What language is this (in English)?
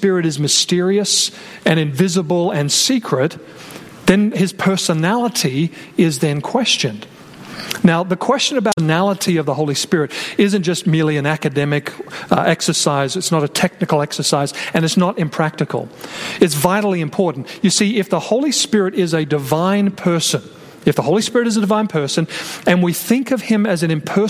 English